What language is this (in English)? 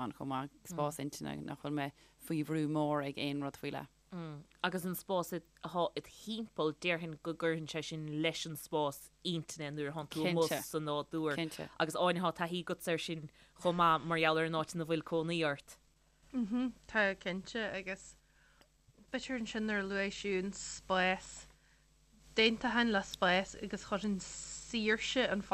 Irish